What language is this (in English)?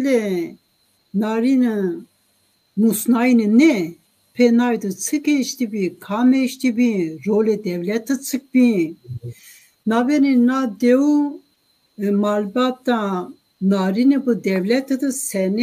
Zaza